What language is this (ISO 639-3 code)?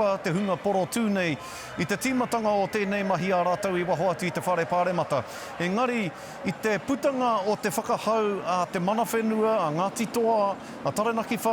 mri